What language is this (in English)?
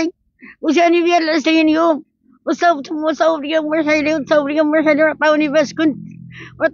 Moroccan Arabic